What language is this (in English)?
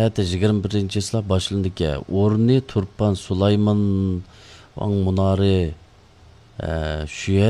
Uyghur